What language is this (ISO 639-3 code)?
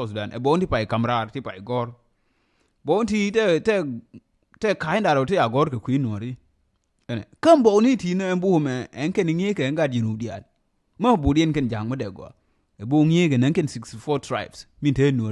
nus